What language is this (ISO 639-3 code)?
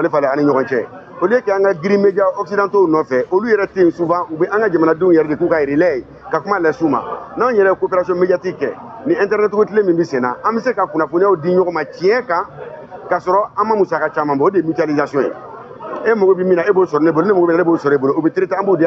bam